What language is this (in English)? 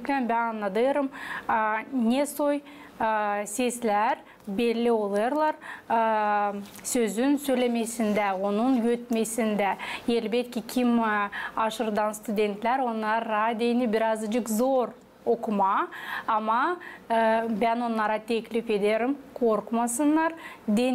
Gagauz